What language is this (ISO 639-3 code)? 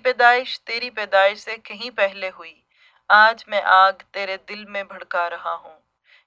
urd